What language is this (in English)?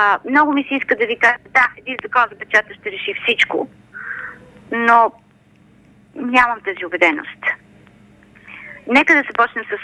Bulgarian